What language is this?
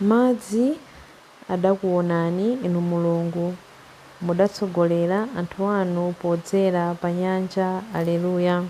Nyanja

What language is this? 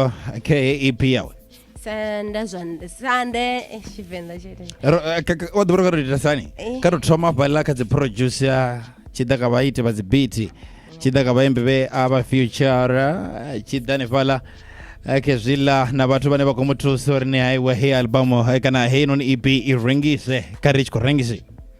Venda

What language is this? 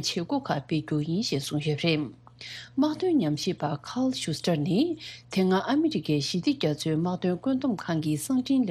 Tibetan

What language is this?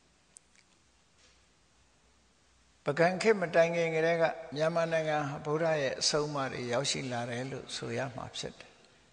Burmese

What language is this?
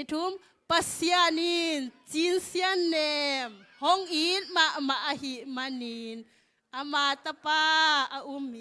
Tedim Chin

